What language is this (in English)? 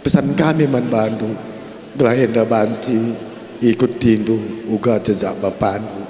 Batak Karo